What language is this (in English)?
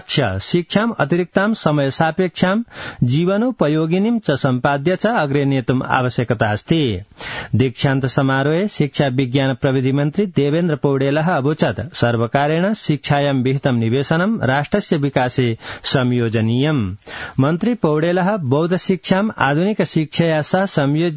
Sanskrit